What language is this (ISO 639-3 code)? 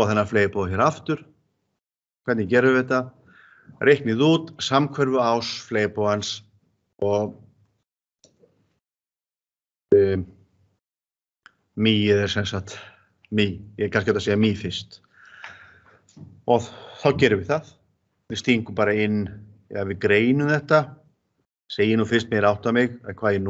isl